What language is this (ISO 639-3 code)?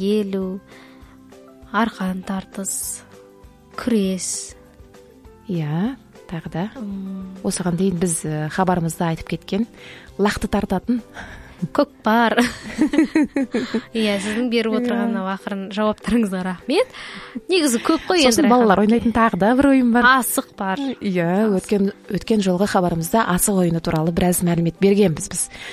kaz